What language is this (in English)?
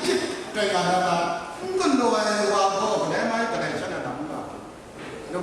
Kachin